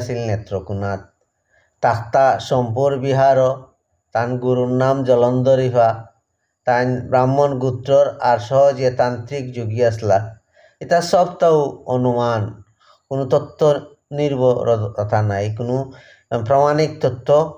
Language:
Sylheti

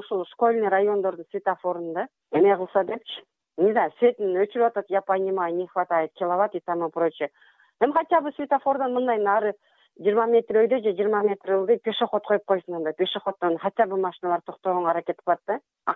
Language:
Kyrgyz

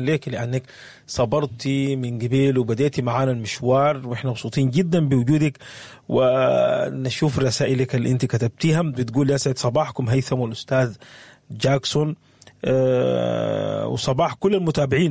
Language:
Sudanese Arabic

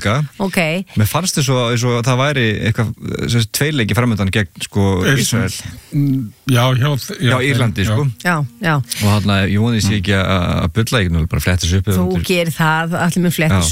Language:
Icelandic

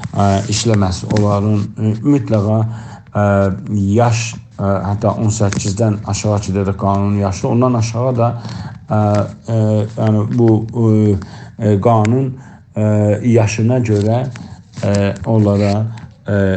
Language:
South Azerbaijani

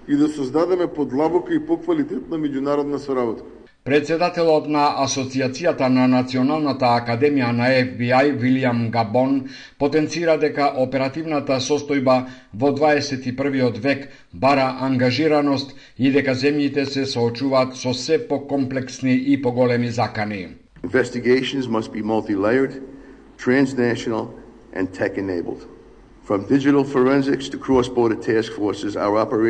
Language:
Macedonian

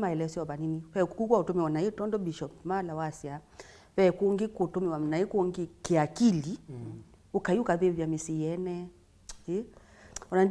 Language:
Kamba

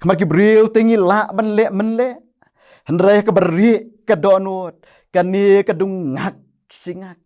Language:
Khasi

